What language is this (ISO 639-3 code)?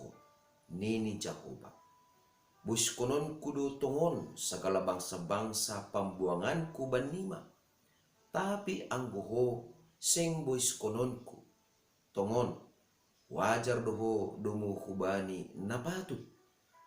bts